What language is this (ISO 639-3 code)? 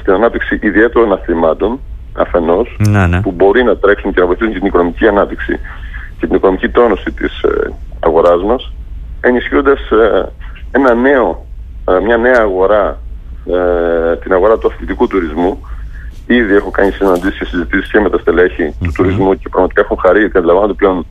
ell